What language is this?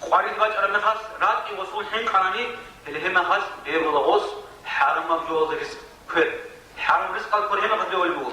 Avaric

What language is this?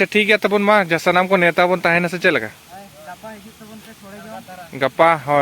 Santali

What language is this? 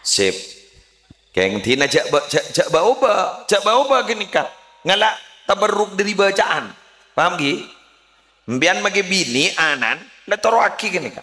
Madurese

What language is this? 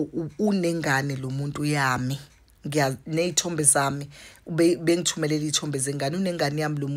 Zulu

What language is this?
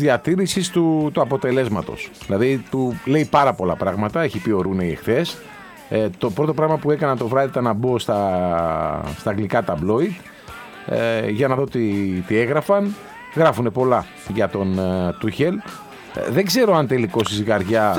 Greek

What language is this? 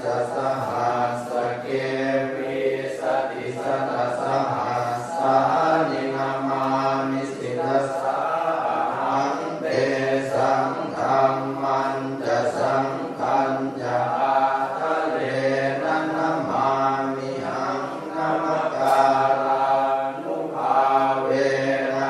Pali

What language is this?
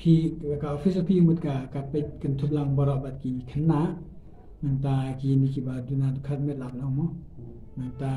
Khasi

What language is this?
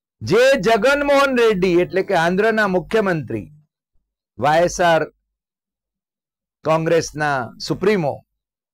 Gujarati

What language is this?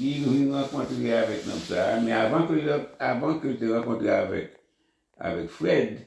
Haitian Creole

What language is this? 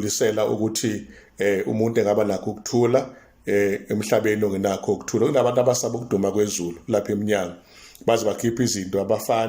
Zulu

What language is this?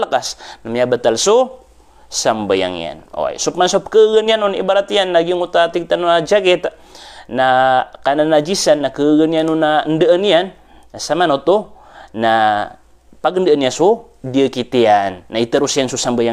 Maranao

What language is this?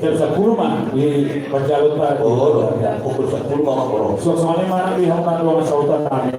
Batak Toba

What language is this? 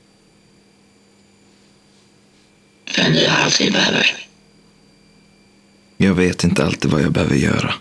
Swedish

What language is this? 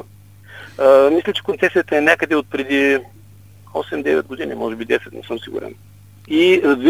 Bulgarian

